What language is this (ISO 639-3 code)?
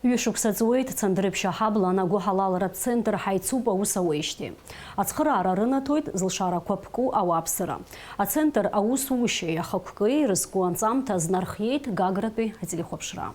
abk